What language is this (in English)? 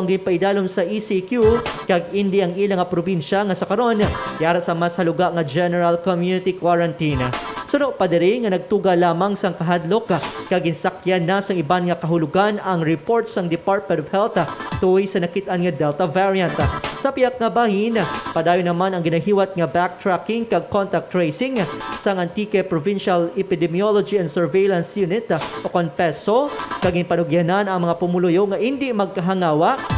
Hiligaynon